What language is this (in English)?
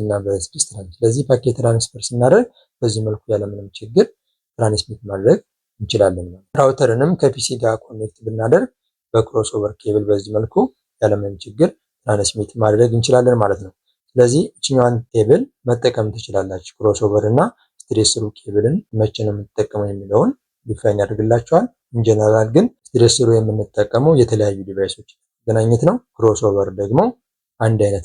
Amharic